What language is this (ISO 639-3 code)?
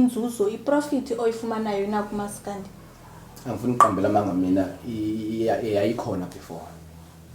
zul